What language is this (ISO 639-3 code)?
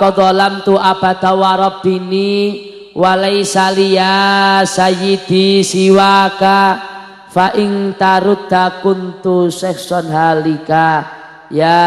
jav